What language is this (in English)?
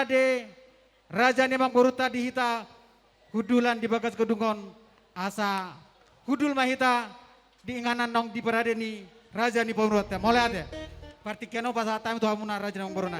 Batak Toba